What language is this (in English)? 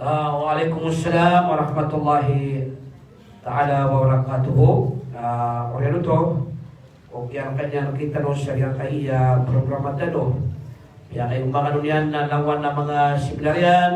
Maranao